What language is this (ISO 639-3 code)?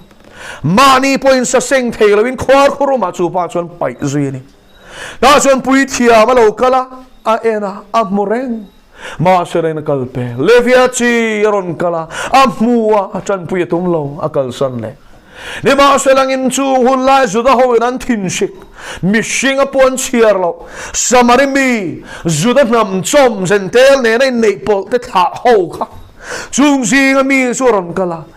lus